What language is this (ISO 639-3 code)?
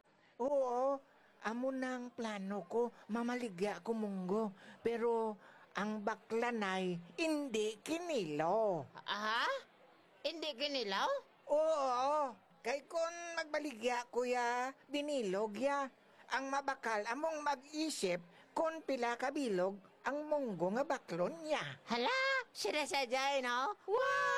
hil